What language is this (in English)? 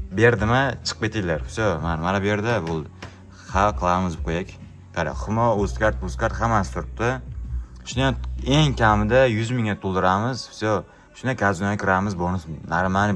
Uzbek